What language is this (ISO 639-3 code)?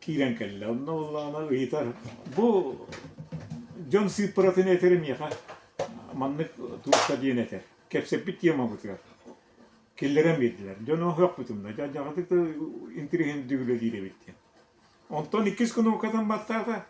sah